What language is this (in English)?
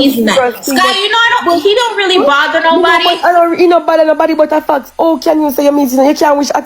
Jamaican Creole English